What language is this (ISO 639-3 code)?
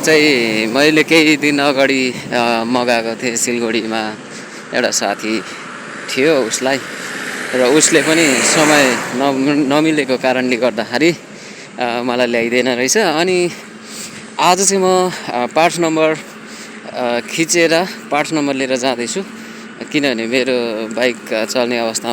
nep